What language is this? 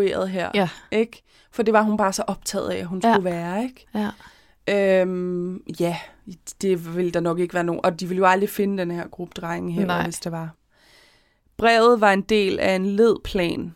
Danish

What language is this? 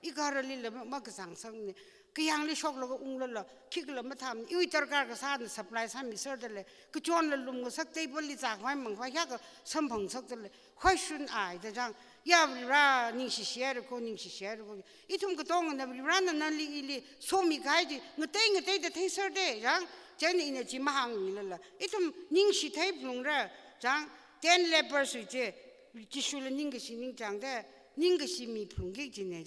Tangkhul Naga (India)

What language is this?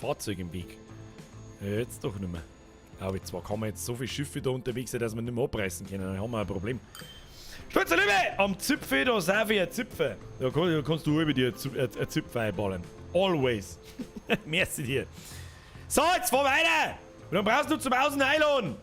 Bavarian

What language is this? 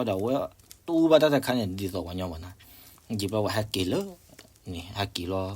S'gaw Karen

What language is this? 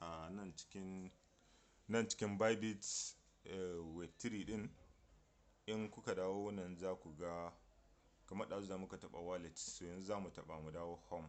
Hausa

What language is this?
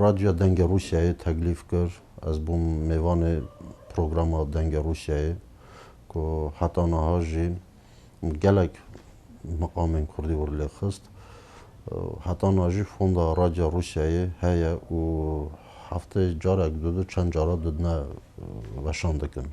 Kurdish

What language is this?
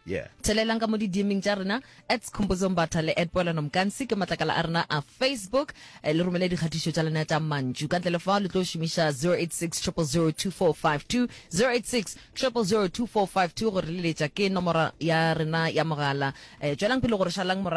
Northern Sotho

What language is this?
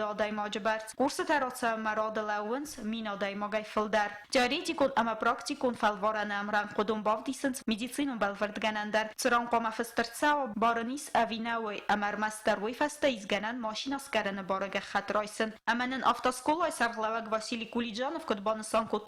Ossetic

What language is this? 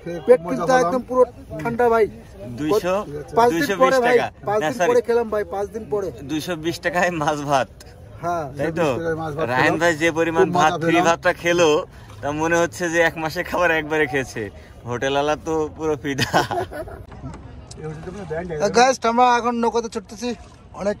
Bangla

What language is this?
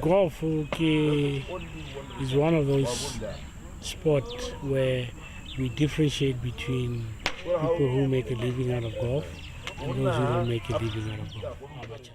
Tswana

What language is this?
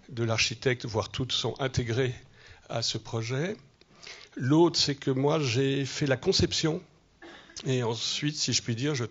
French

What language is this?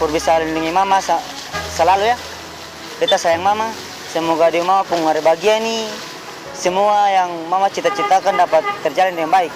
Ambonese Malay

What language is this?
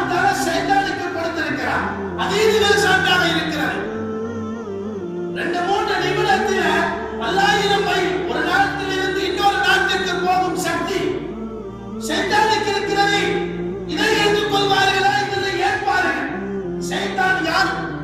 Tamil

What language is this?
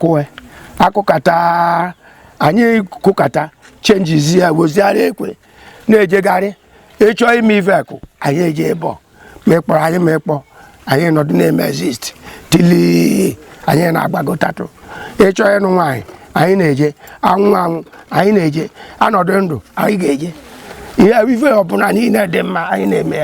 Igbo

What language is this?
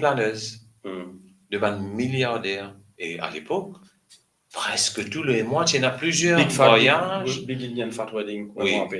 Morisyen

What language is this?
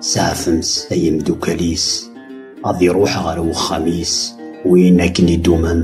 Kabyle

